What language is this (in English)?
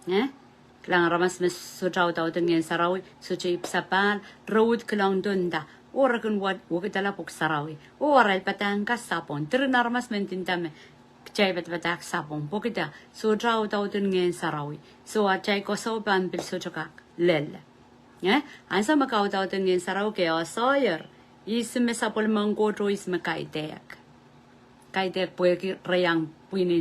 Pohnpeian